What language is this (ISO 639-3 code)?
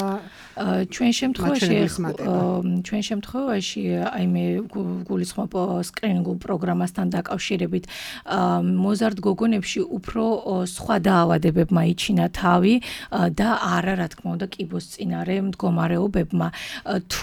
kat